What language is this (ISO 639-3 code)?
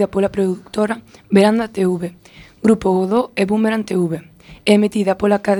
glg